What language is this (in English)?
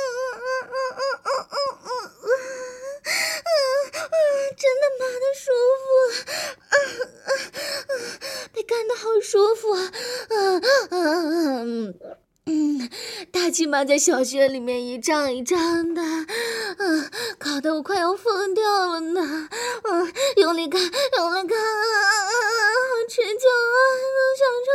Chinese